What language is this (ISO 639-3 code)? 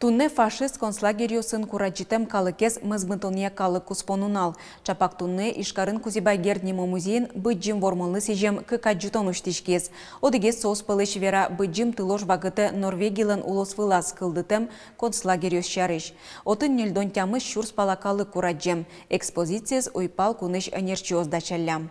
udm